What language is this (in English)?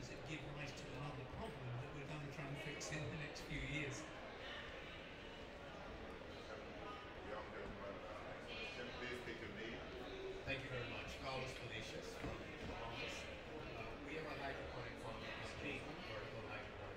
English